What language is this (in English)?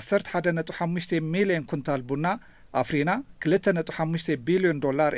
Tigrinya